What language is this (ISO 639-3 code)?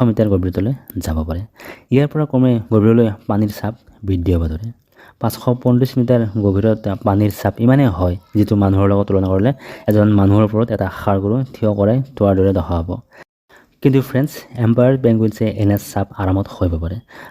asm